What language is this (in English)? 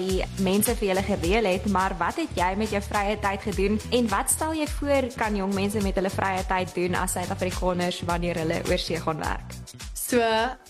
Afrikaans